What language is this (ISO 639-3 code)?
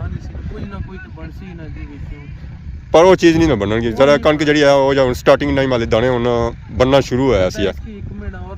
phr